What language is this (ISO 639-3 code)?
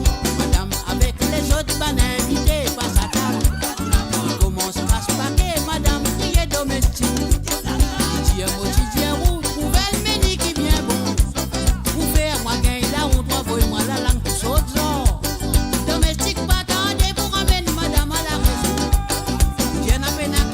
mfe